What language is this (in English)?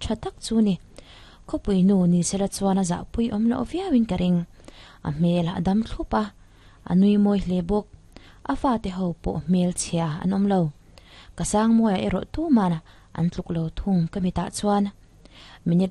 Mizo